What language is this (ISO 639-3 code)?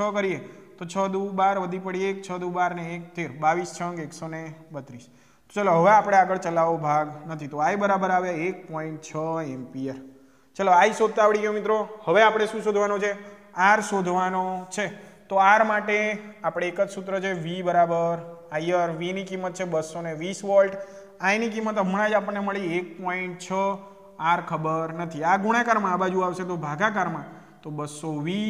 guj